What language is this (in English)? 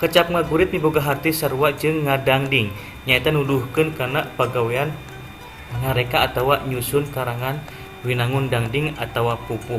Sundanese